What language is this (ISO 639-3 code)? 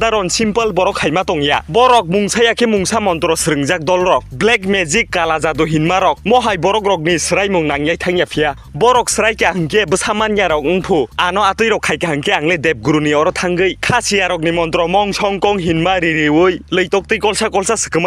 trp